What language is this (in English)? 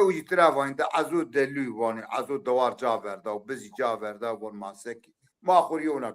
Zaza